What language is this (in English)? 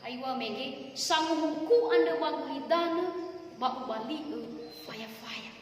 Nias